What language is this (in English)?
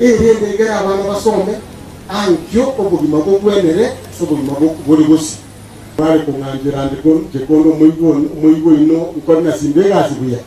Gusii